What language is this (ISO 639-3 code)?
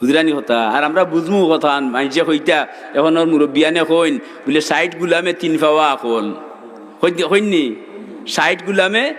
syl